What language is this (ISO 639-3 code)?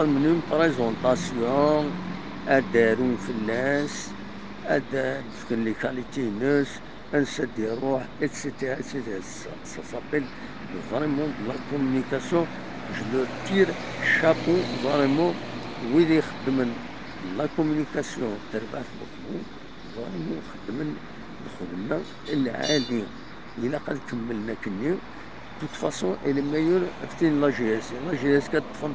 kab